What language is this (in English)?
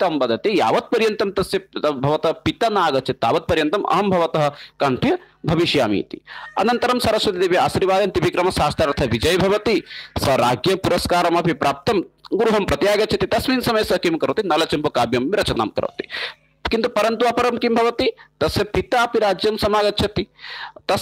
Sanskrit